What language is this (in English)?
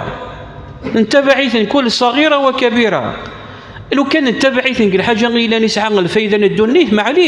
Kabyle